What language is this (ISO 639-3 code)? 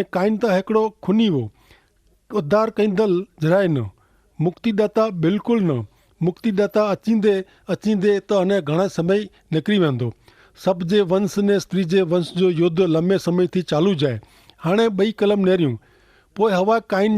kfr